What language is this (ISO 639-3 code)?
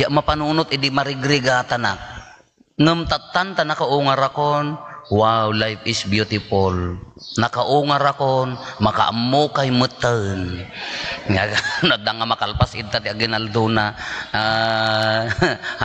ilo